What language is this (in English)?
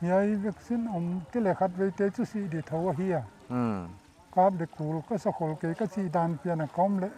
Paite Chin